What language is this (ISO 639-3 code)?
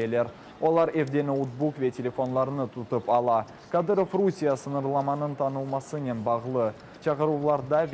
crh